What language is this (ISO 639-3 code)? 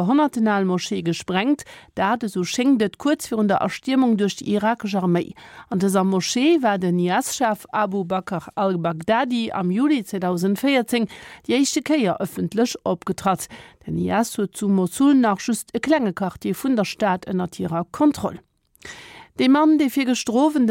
ltz